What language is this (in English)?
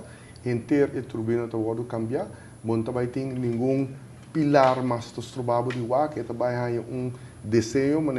Papiamento